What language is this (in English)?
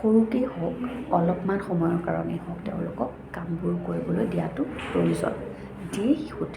Assamese